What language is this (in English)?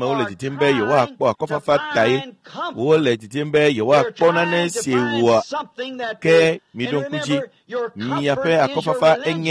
Ewe